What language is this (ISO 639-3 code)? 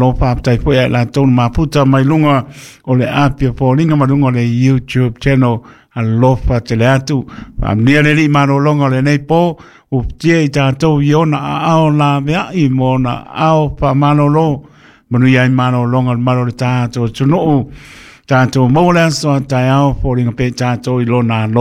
smo